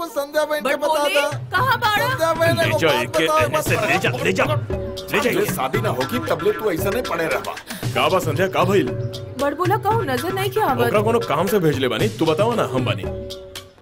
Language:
Bhojpuri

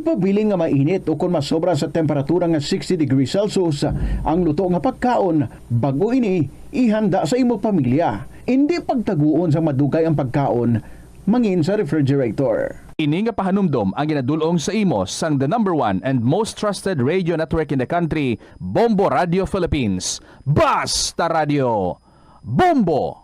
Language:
Hiligaynon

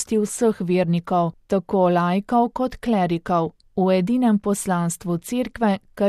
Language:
Slovenian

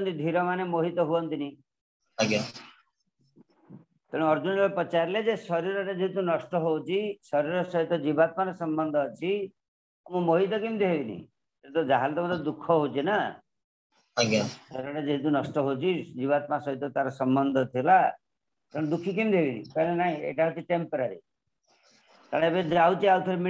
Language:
Odia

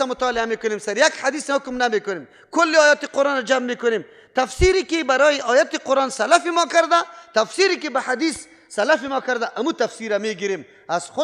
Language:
Persian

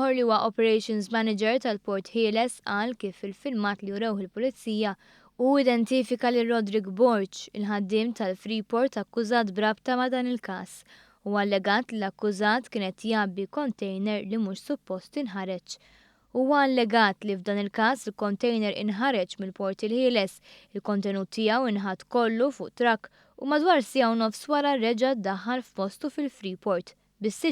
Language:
Maltese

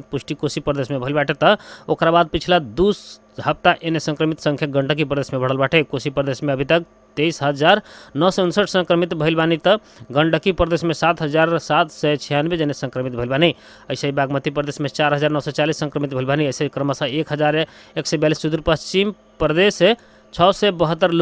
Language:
Bhojpuri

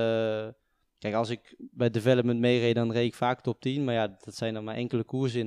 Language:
Dutch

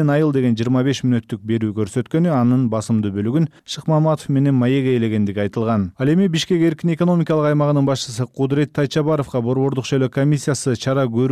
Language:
Kyrgyz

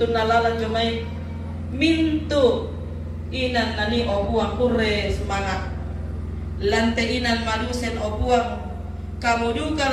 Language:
Toraja-Sa'dan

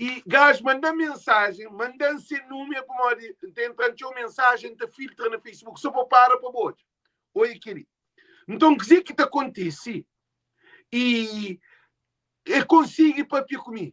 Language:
Kabuverdianu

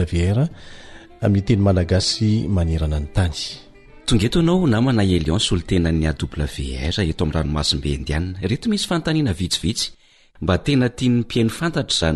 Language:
Malagasy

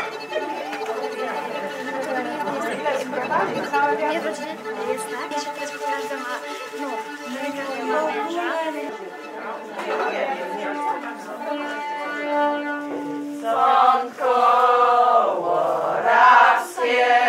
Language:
Polish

